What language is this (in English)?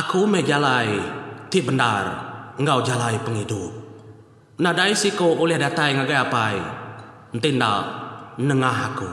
Iban